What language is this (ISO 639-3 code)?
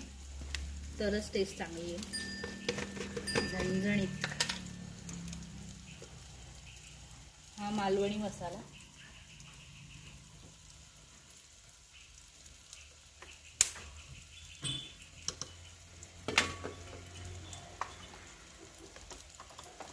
mar